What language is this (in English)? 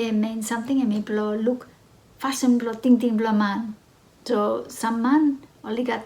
Bislama